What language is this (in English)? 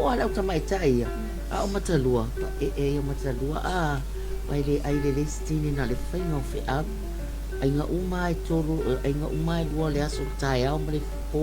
Samoan